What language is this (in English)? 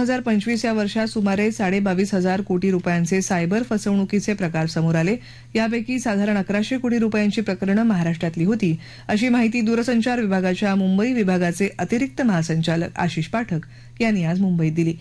Marathi